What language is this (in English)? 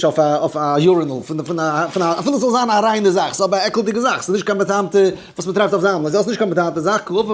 Yiddish